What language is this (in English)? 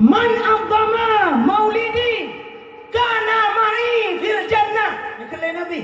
Achinese